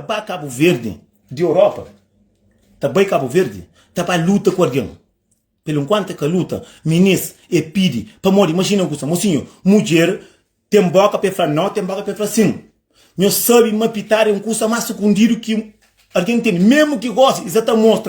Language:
Kabuverdianu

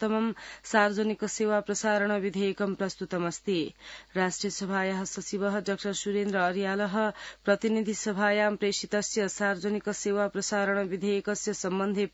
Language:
Sanskrit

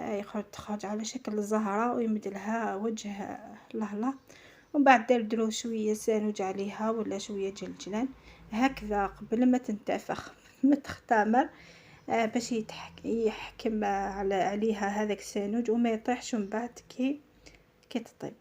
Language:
Algerian Arabic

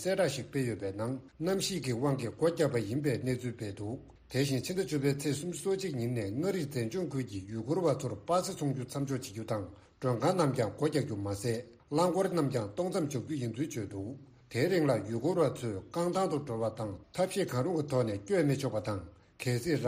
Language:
Tibetan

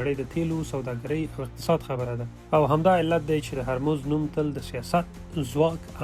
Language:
Pashto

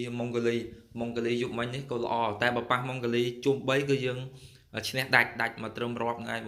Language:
Khmer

